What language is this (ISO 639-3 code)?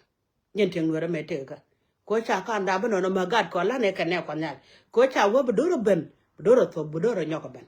nus